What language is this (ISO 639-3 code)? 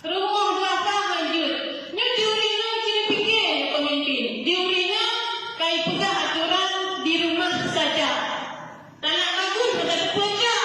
ace